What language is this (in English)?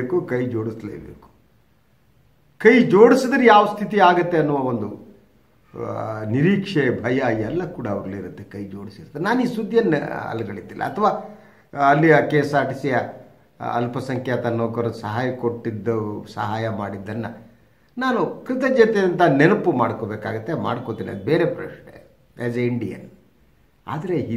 Kannada